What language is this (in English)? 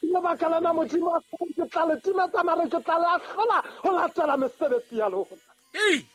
Southern Sotho